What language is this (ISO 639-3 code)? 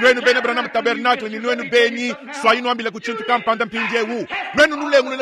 lua